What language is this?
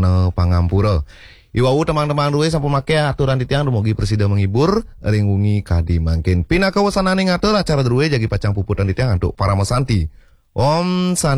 Balinese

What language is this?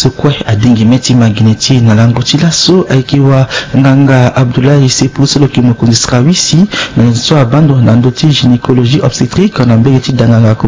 Sango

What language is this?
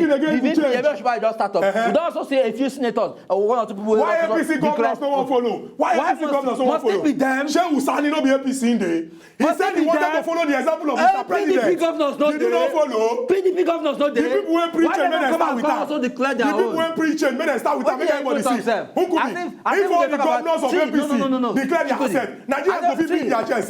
Nigerian Pidgin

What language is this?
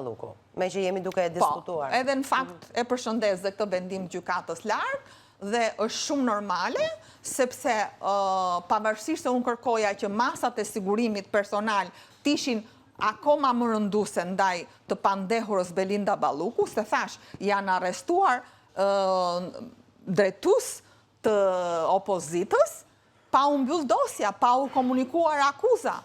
Albanian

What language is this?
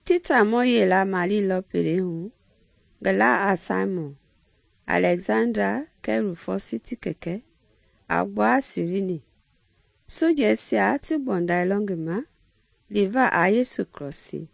Mende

